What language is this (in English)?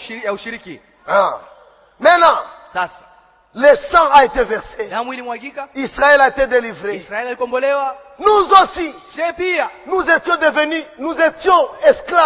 Swahili